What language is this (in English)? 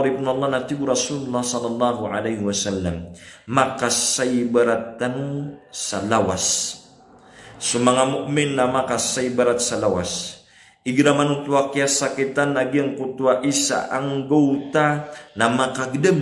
Maranao